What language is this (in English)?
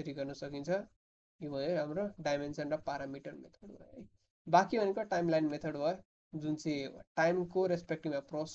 Nepali